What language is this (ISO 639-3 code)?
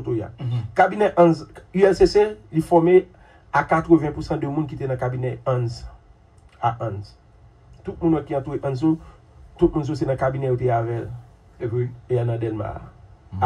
hat